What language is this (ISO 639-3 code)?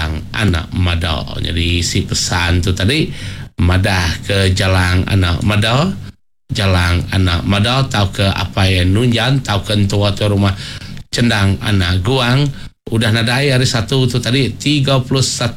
iba